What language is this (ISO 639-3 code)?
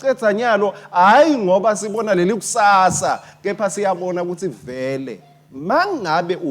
ssw